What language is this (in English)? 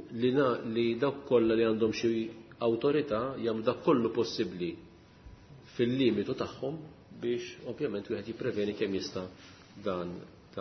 Maltese